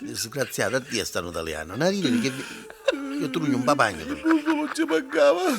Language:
Neapolitan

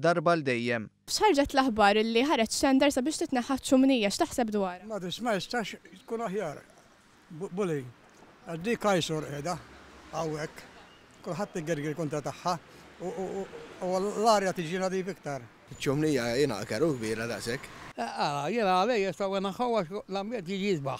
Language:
Maltese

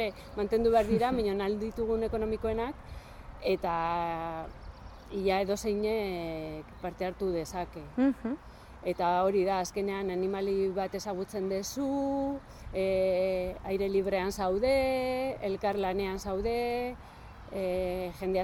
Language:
Basque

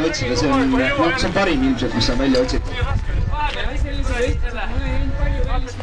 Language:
Estonian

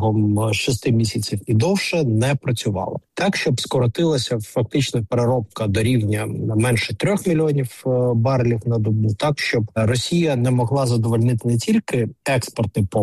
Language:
Ukrainian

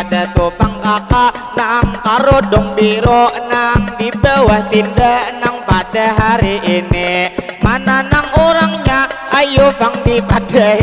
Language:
Banjar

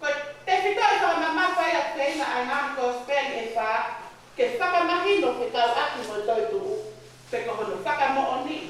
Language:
Tongan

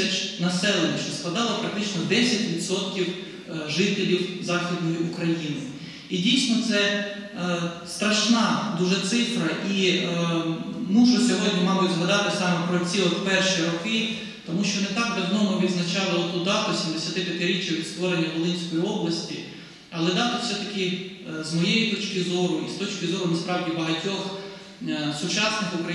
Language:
Ukrainian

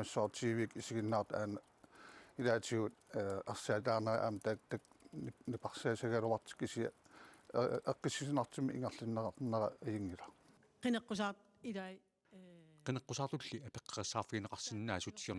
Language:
Kalaallisut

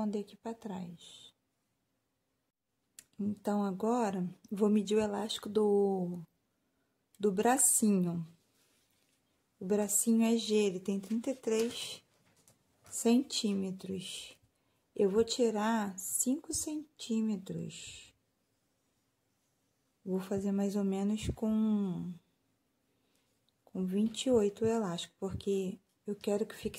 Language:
Portuguese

